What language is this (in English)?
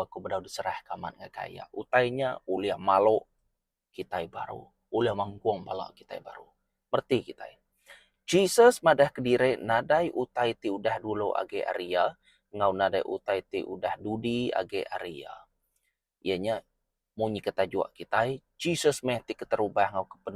Iban